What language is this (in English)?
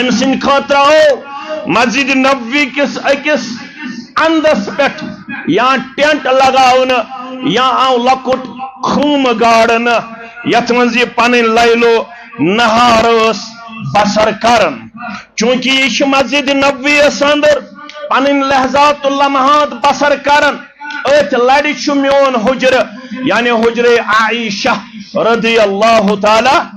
Kashmiri